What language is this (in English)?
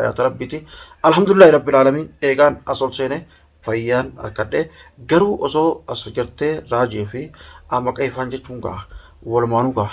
Oromo